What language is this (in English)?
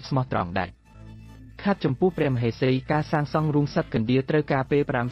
Khmer